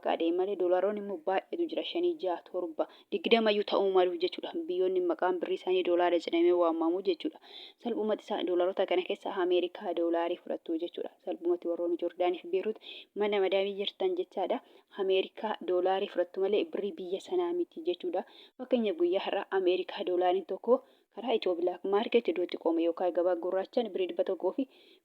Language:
Oromo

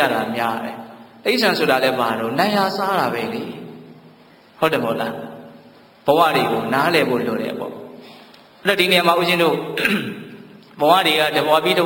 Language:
Burmese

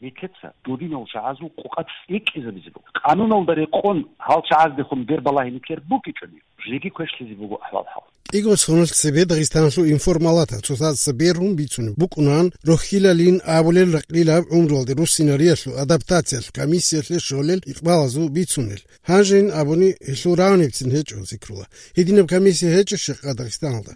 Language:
Avaric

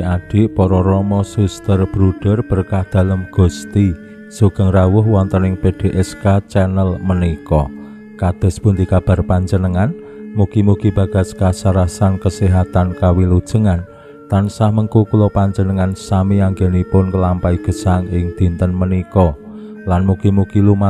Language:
Javanese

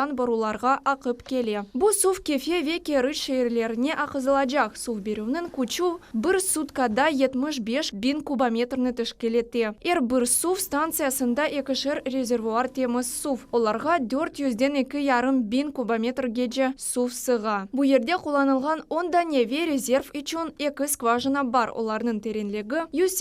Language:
Crimean Tatar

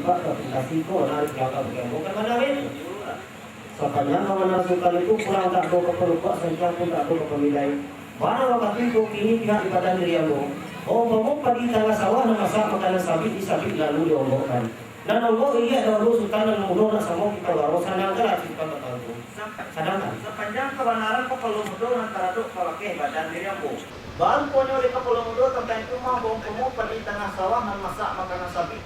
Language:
Minangkabau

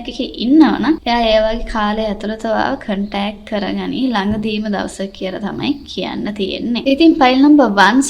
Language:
Sinhala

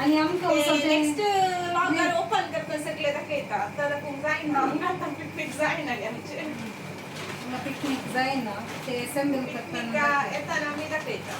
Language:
Konkani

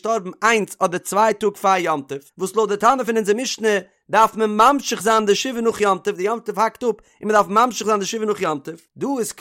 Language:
Yiddish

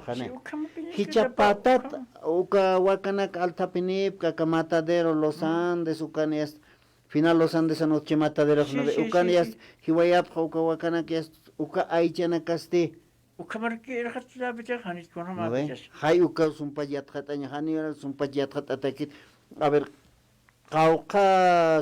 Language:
Aymara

